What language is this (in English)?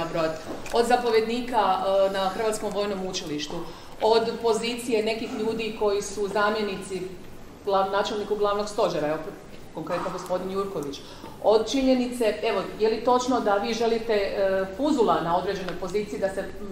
Croatian